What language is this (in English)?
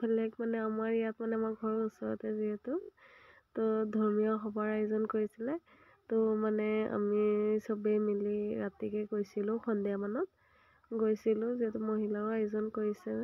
Assamese